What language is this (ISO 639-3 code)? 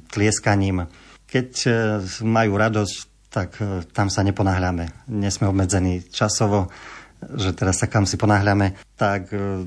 slk